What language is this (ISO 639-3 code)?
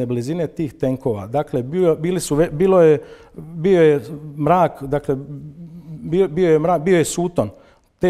hrv